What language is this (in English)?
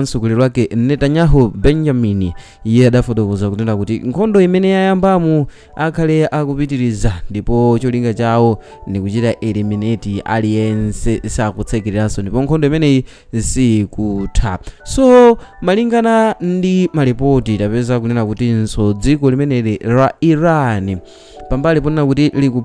Nyanja